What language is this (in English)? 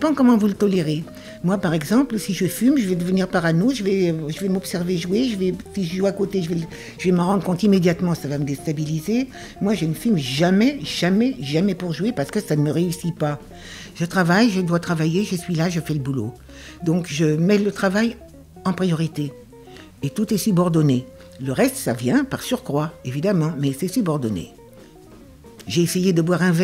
French